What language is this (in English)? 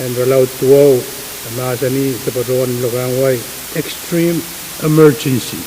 Pohnpeian